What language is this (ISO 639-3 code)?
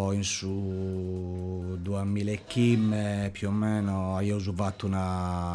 srd